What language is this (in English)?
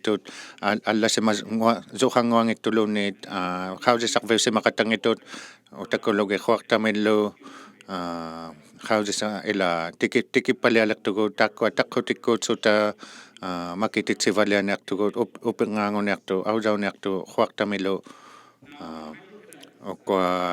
Inuktitut